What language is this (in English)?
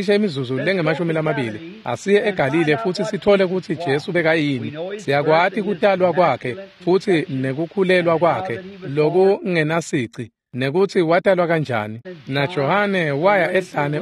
Swati